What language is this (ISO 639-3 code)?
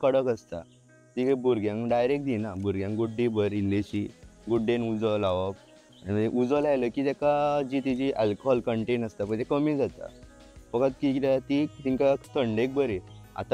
kok